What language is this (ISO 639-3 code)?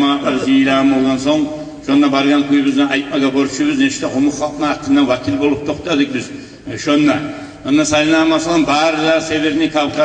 kum